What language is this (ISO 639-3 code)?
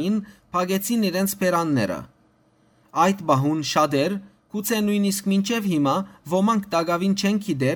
hyw